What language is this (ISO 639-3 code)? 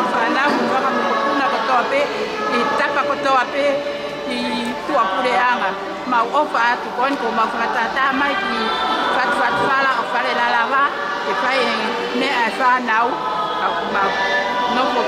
ton